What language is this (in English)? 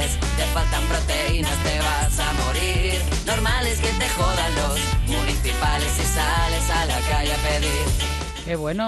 Spanish